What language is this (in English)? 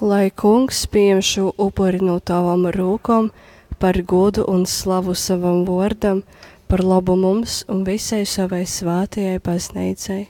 Latgalian